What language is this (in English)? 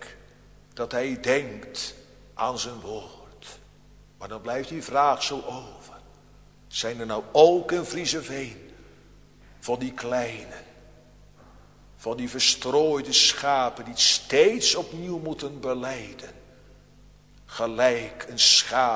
Dutch